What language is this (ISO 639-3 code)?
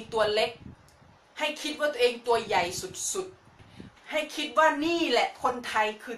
tha